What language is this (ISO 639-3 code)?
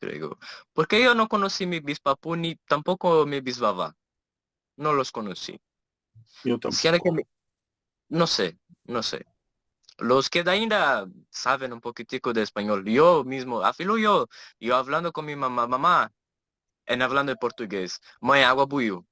lad